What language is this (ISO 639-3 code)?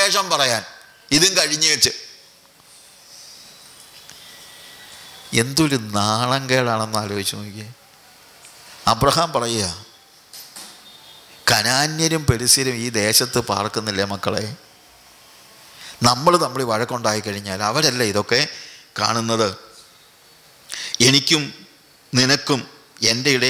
mal